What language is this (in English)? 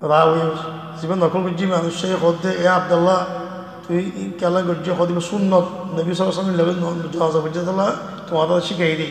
Rohingya